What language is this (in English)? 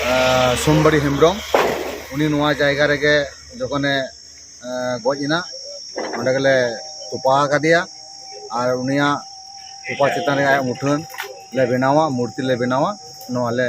Santali